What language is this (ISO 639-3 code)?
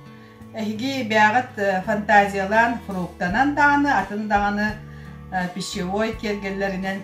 sah